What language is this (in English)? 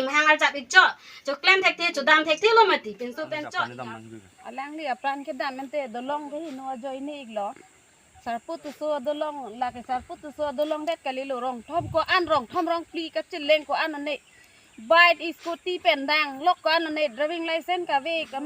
Karbi